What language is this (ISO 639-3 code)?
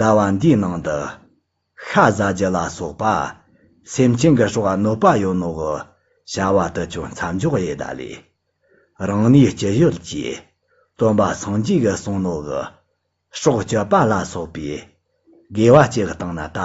bod